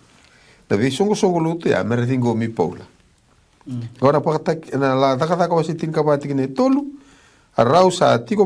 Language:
Fijian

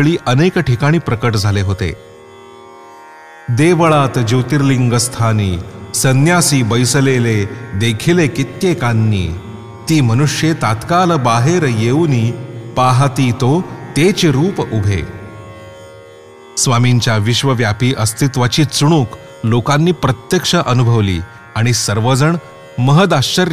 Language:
Marathi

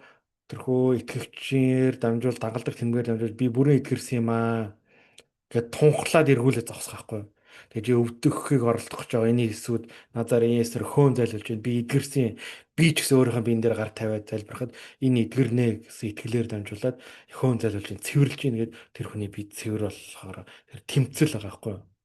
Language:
Mongolian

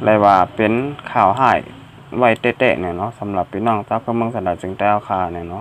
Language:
Shan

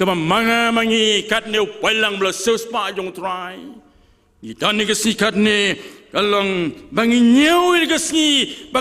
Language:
Khasi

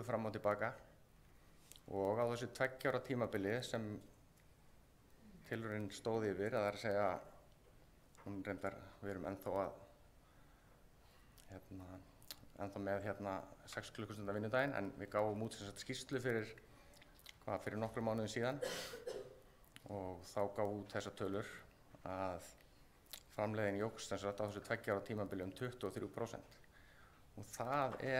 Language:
Icelandic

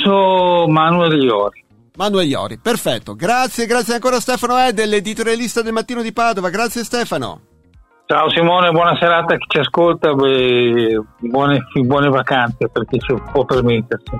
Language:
Italian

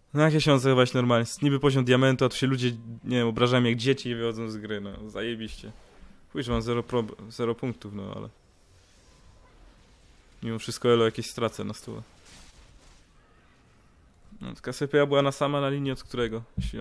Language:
Polish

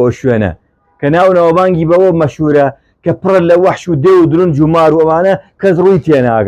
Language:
Central Kurdish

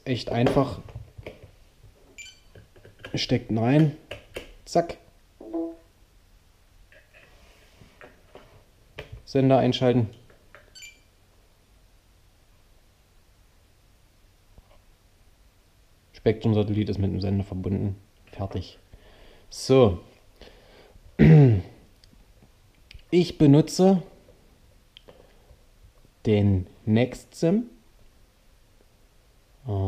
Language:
German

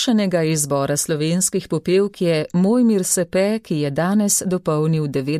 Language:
Slovenian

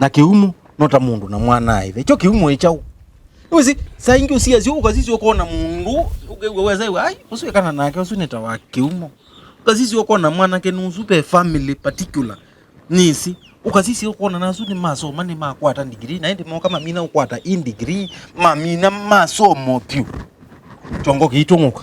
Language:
Kamba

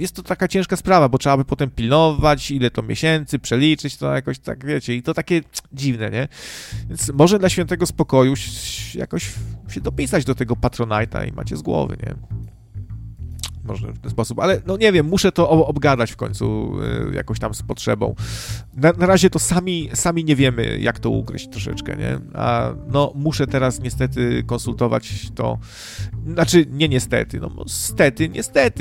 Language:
Polish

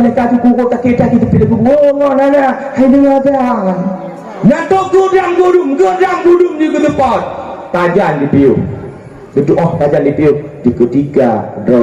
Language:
Achinese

